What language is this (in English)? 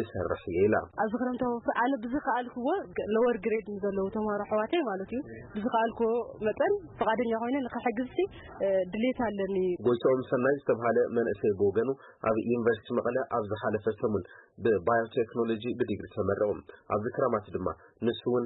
Tigrinya